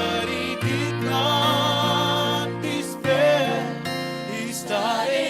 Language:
Gilbertese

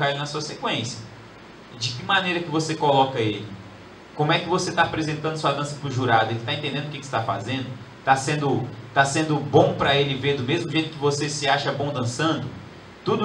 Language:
Portuguese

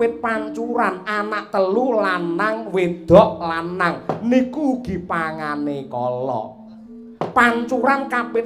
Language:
Javanese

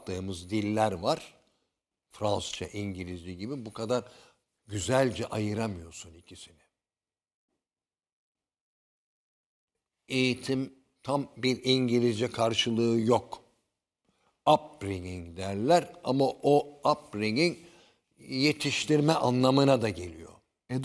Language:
Turkish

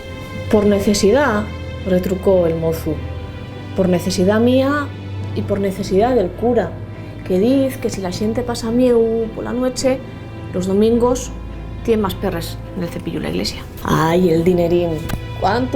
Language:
Asturian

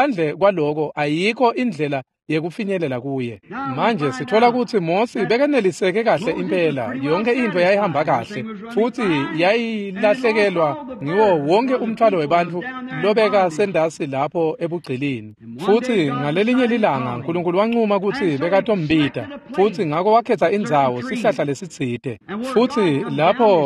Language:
Swati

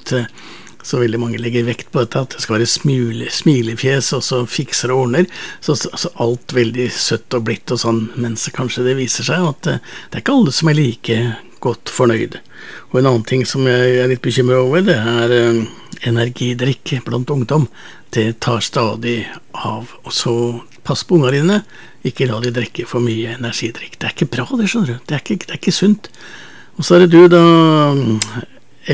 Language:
Norwegian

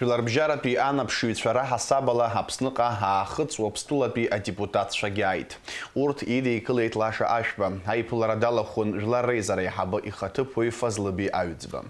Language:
Abkhazian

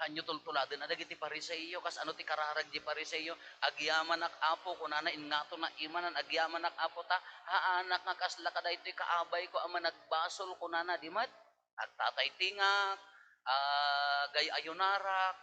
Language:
Iloko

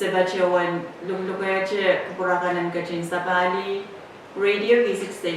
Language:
Pohnpeian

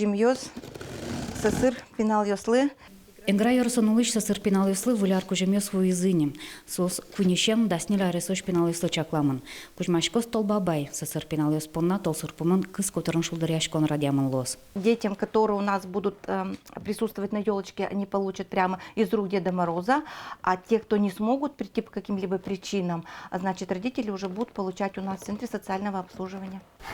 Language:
Udmurt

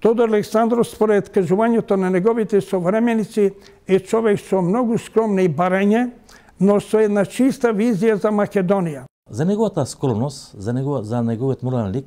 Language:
Macedonian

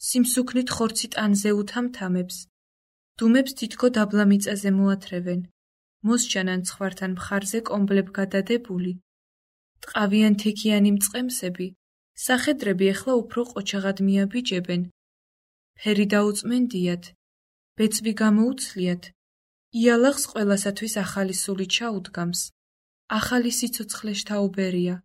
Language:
Georgian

